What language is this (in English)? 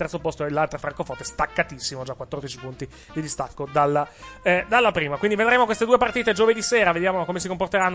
Italian